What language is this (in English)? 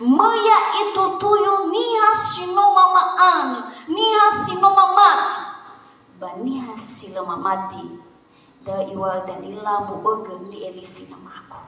Nias